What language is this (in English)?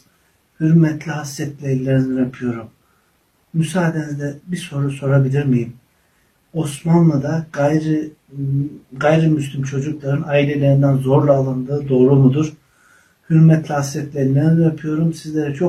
Turkish